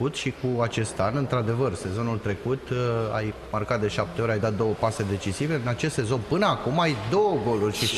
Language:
Romanian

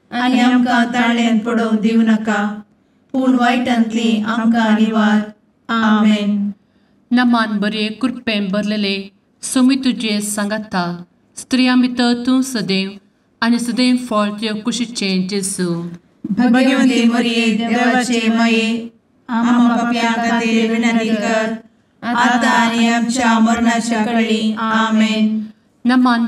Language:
Konkani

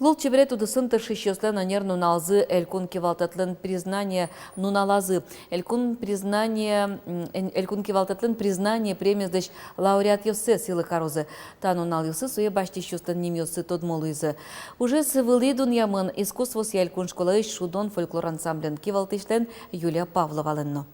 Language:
Udmurt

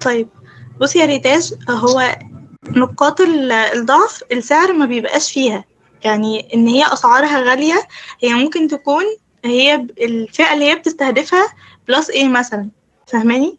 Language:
Egyptian Arabic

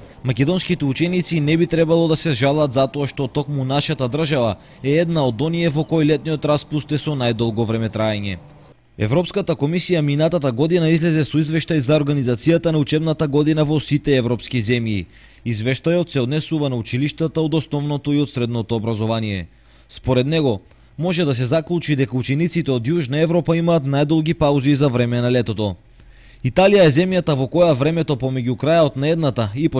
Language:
Macedonian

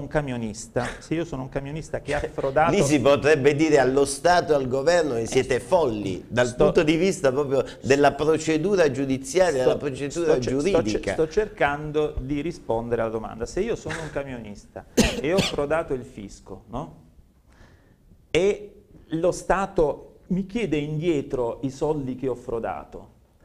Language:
Italian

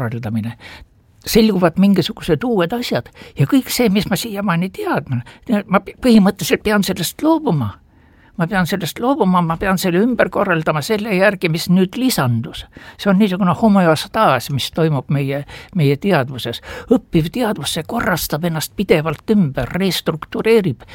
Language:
Estonian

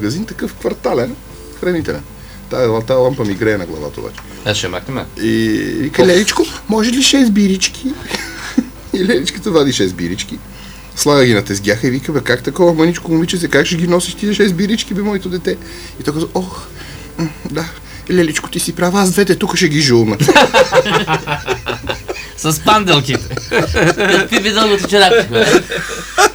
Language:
Bulgarian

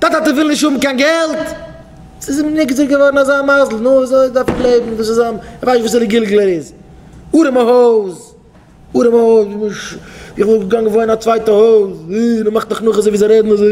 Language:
Yiddish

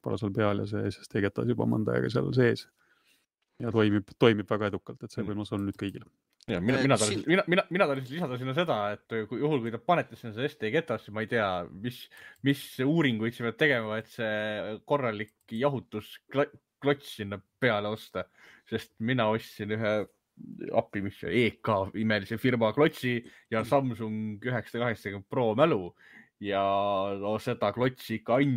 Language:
Estonian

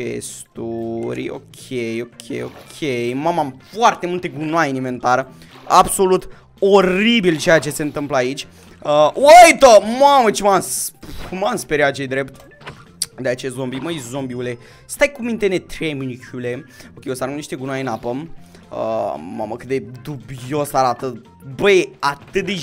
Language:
Romanian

